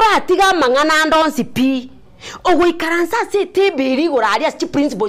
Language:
Gusii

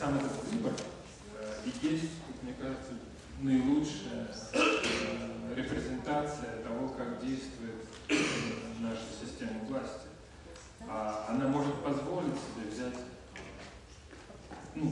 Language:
Russian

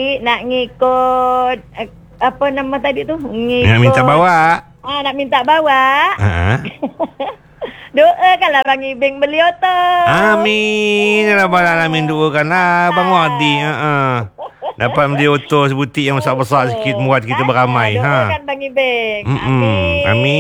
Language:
Malay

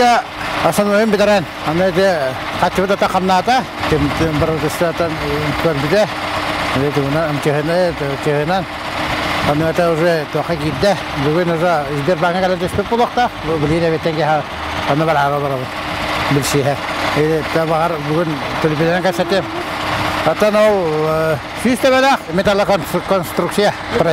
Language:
Yakut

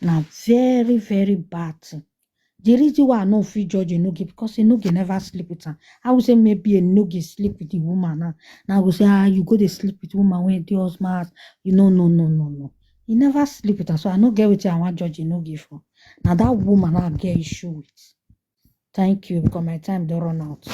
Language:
Nigerian Pidgin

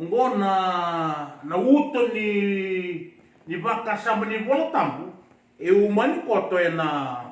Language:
Fijian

